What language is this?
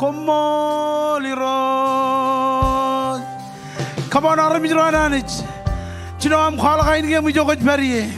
Marshallese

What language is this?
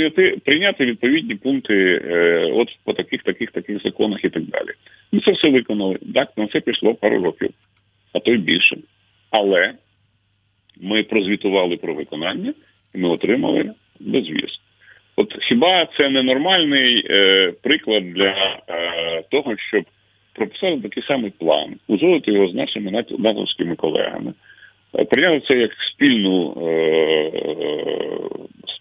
Ukrainian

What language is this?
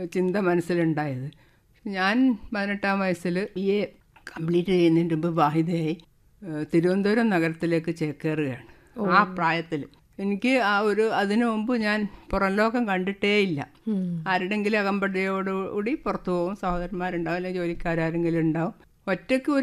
Malayalam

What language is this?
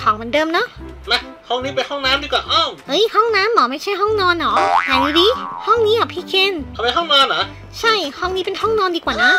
Thai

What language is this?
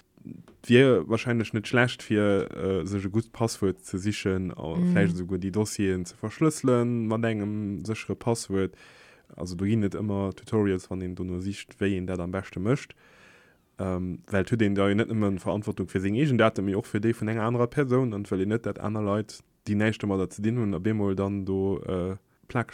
Luxembourgish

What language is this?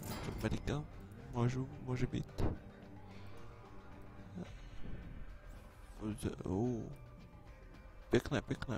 Czech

